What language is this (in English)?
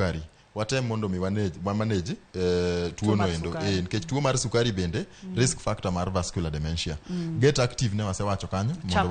Luo (Kenya and Tanzania)